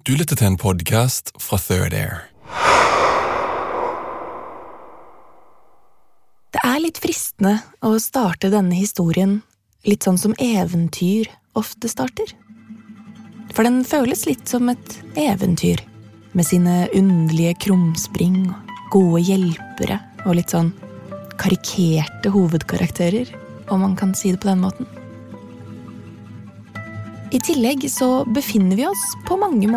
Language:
Norwegian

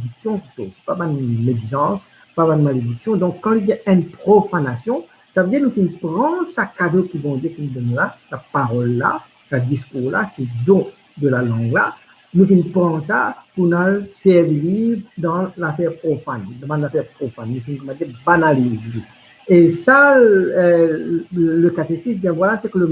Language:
Morisyen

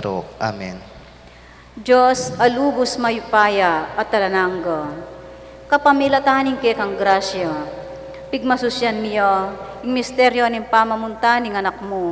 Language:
Pampanga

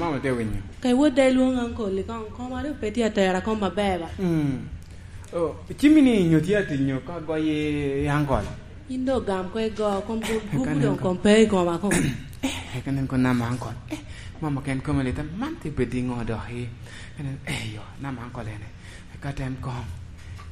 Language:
Lango (Uganda)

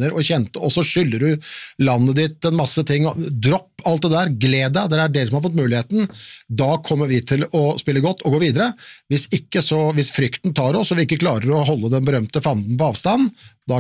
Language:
Norwegian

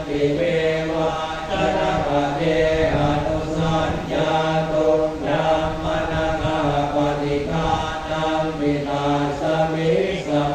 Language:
Pali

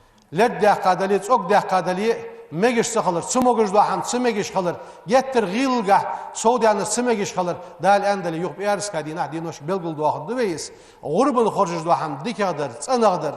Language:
Ingush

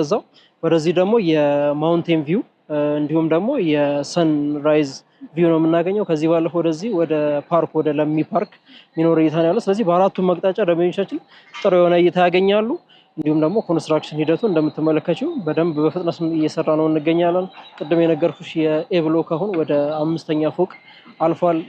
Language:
Amharic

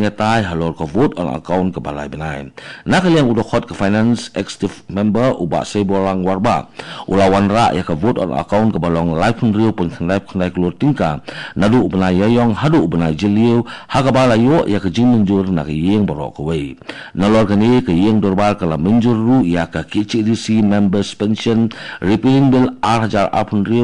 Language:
Khasi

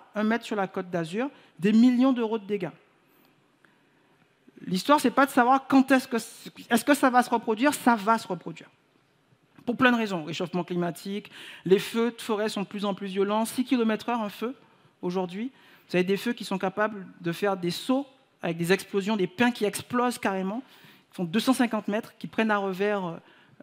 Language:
French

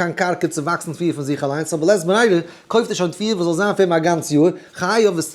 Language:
Yiddish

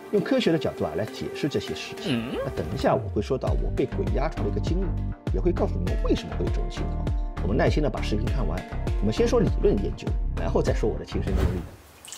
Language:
Chinese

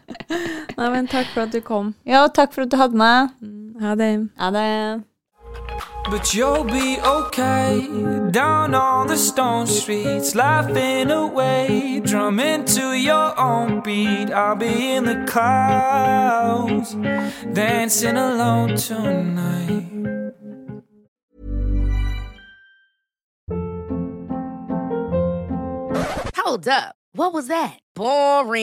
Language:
Norwegian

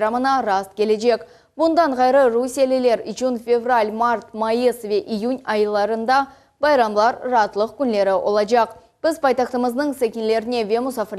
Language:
Crimean Tatar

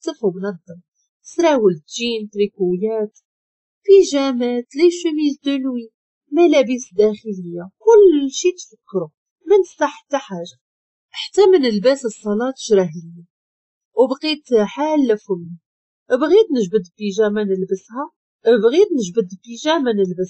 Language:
Moroccan Arabic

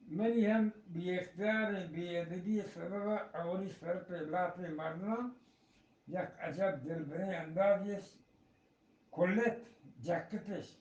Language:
Eastern Balochi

